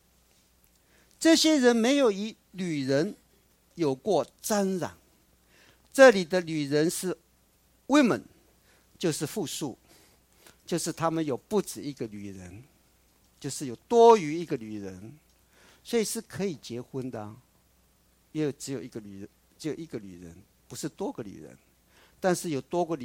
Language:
Chinese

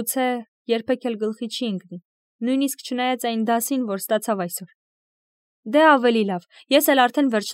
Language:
Armenian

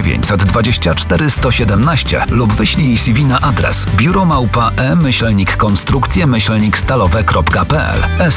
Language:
Polish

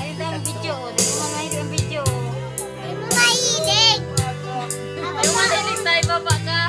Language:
Bikol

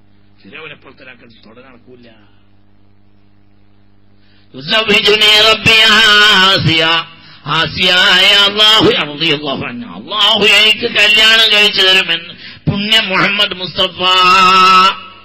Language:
Malayalam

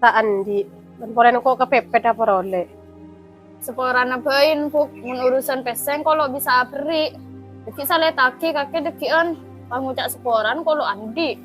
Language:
Madurese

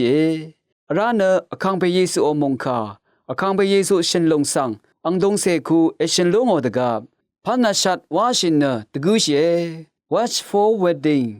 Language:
Rawang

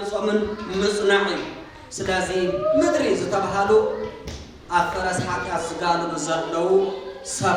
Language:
Tigrinya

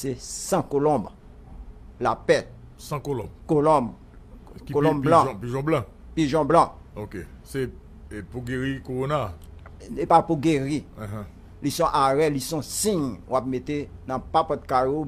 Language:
Haitian Creole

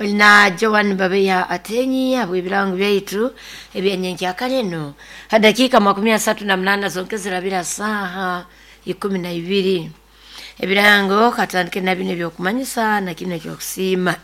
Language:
Nyoro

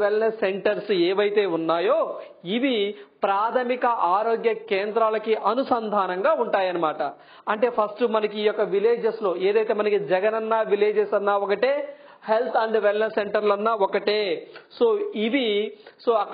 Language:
Telugu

